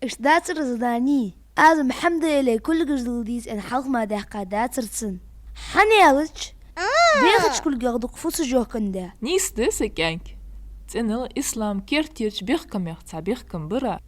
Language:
Ingush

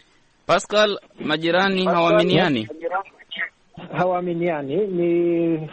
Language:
Swahili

